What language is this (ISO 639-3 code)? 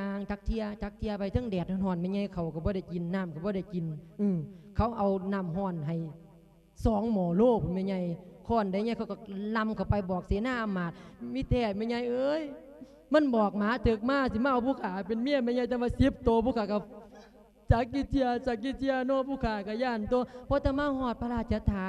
lao